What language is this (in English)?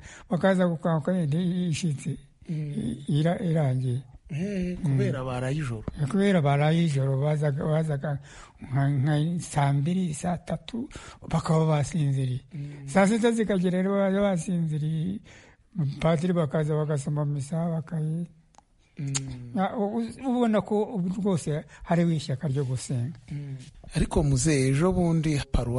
Kinyarwanda